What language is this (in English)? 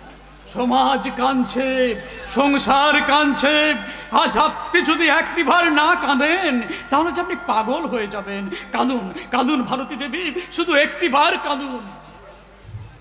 Bangla